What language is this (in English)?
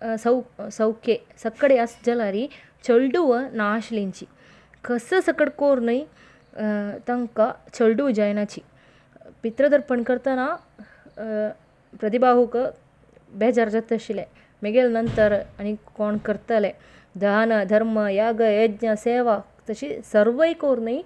Konkani